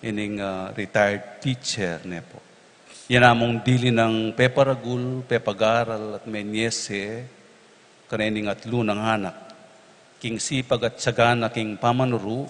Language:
Pampanga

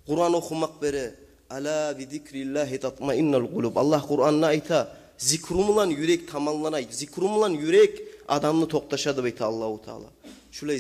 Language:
Kumyk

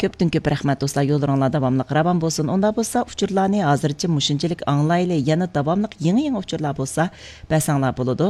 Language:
Uyghur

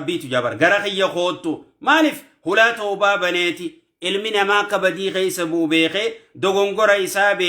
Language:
Oromo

